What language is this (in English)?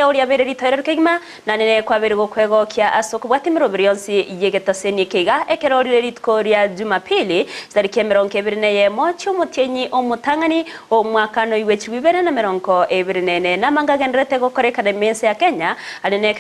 Gusii